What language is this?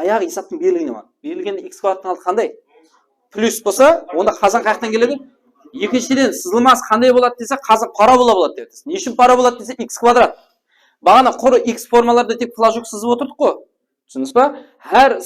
Kara-Kalpak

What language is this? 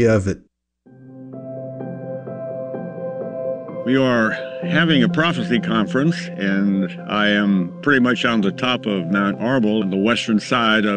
English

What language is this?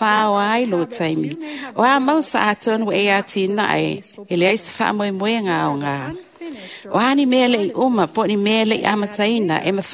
Samoan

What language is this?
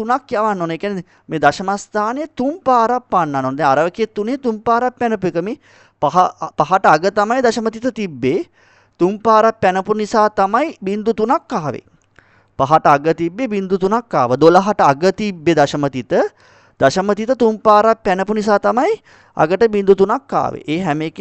Sinhala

